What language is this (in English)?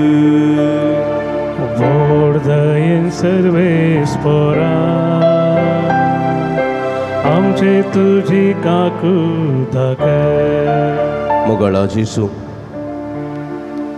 Konkani